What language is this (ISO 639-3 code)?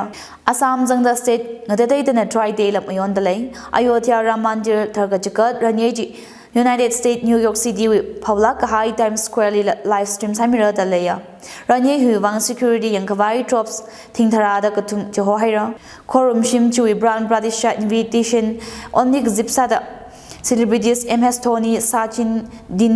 nmf